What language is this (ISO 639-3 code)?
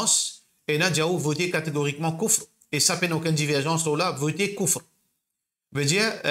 mfe